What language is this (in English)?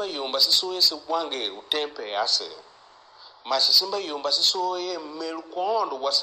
Tiv